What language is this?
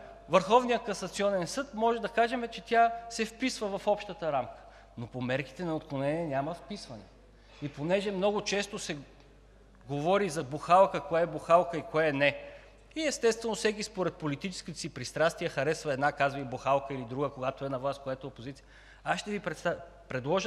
Bulgarian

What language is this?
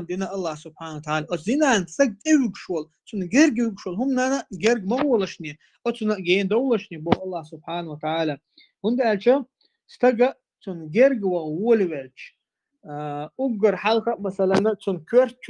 Chechen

